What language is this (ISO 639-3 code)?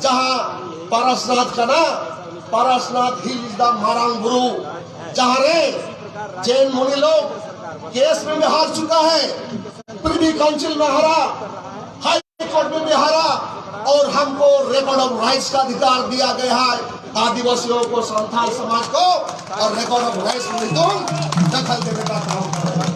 sat